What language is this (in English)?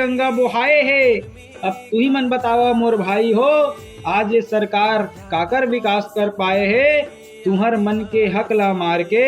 Chhattisgarhi